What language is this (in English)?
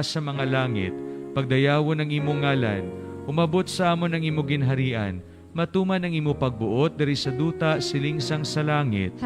Hiligaynon